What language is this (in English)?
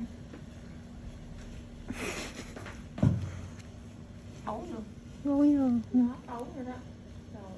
Vietnamese